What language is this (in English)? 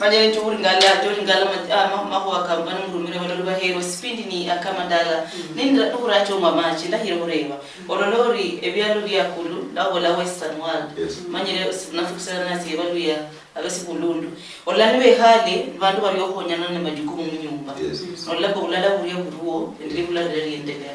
Luyia